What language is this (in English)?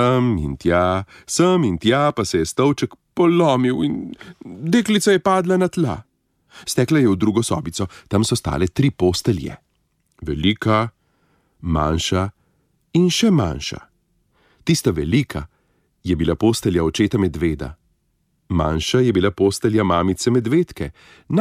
Slovenian